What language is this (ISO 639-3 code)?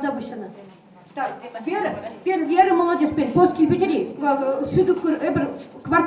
chv